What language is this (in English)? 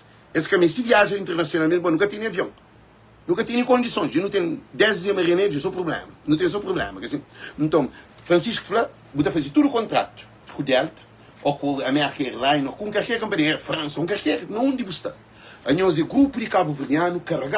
Kabuverdianu